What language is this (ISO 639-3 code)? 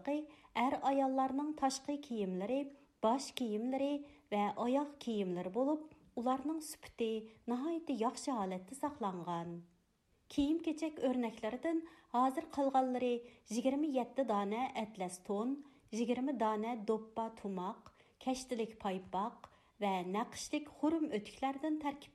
uig